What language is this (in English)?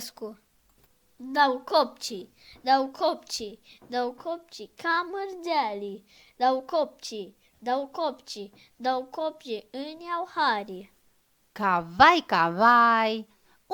Aromanian